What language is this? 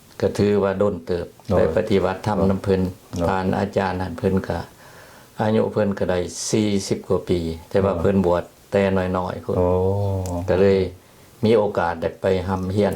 Lao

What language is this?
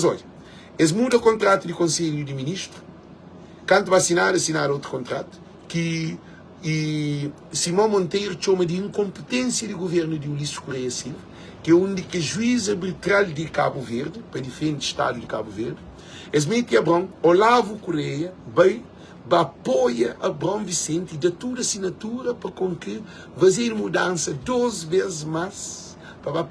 Kabuverdianu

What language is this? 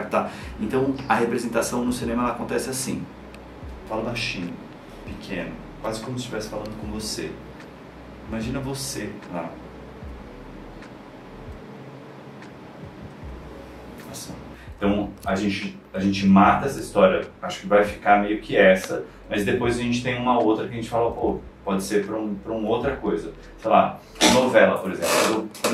Portuguese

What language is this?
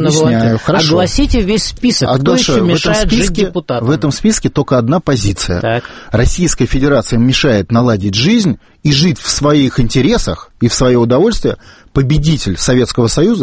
Russian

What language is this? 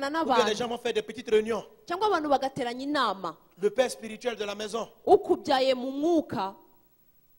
Kinyarwanda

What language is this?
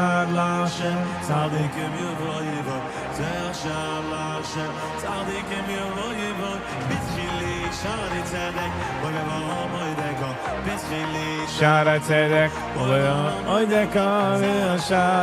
Yiddish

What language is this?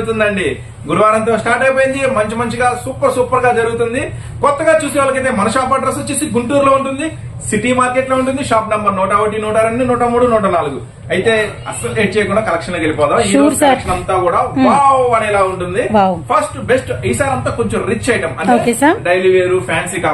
Telugu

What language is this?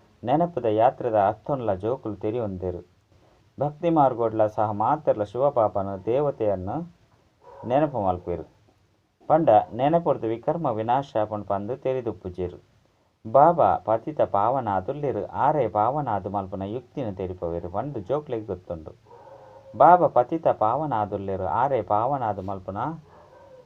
Tulu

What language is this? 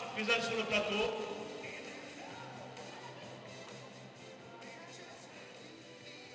French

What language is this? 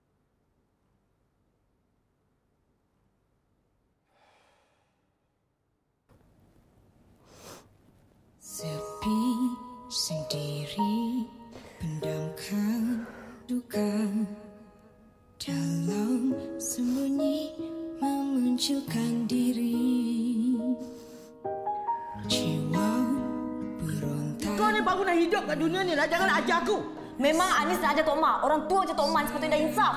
Malay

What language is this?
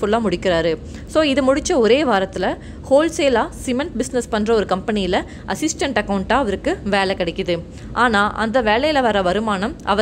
Tamil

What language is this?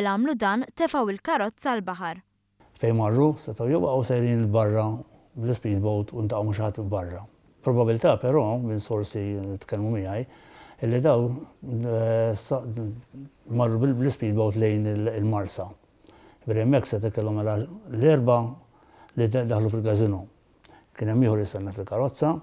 Maltese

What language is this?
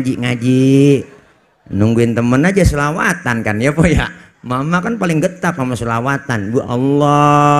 Betawi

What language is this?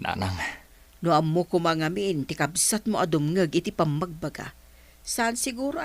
Iloko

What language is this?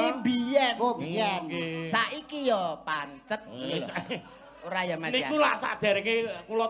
Javanese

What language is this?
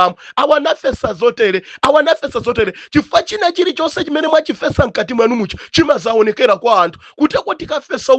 Nyanja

